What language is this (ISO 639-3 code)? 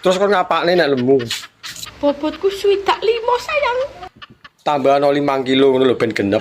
jav